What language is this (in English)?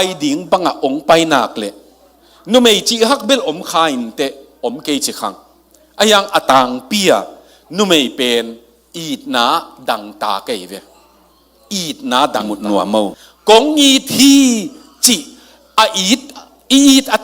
Tedim Chin